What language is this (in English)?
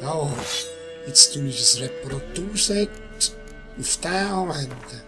Swiss German